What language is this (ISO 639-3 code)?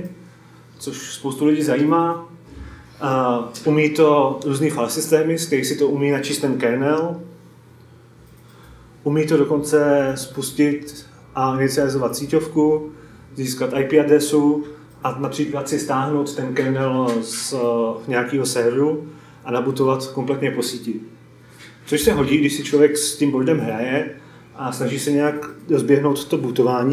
ces